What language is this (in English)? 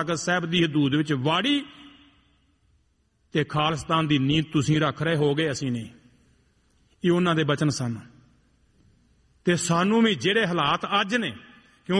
Punjabi